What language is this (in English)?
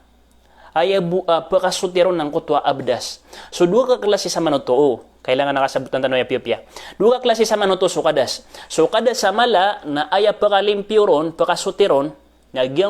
Maranao